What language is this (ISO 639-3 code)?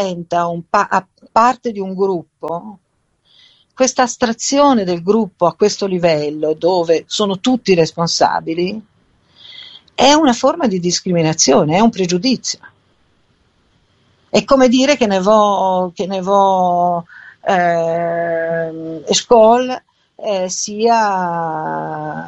ita